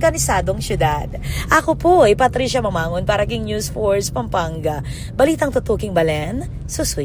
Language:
Pampanga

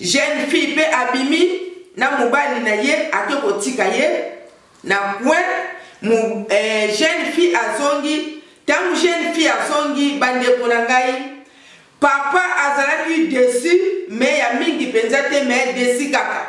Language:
Lingala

